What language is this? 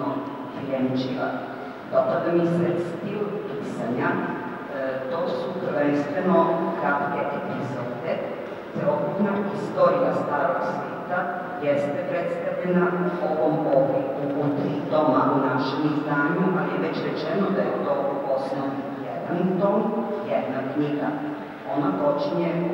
Serbian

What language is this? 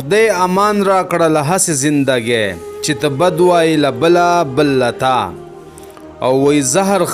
Pashto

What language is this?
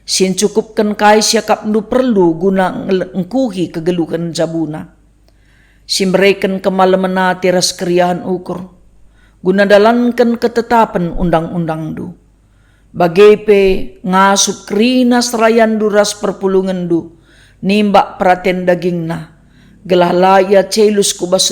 Batak Karo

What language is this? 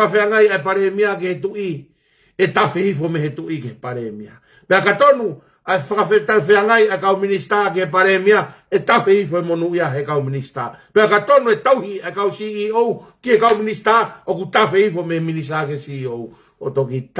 Tongan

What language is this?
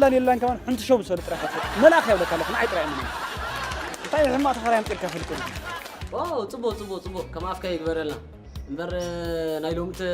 Tigrinya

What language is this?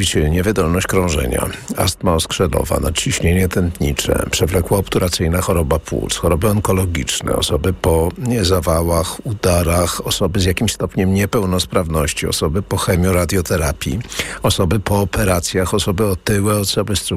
Polish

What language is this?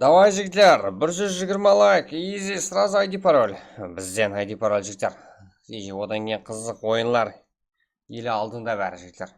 Kara-Kalpak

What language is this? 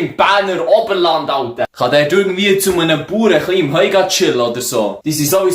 Swiss German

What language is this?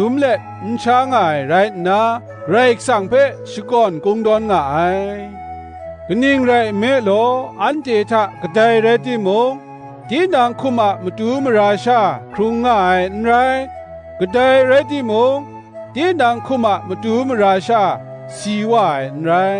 Kachin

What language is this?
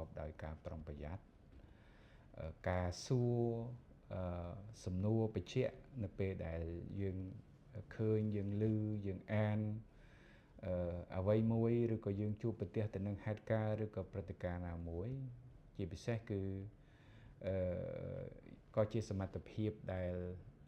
Khmer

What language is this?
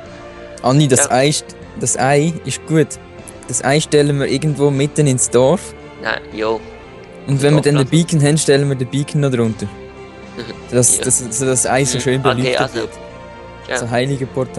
Swiss German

